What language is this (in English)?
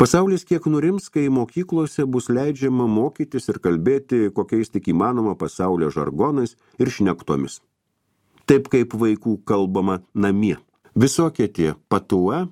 Lithuanian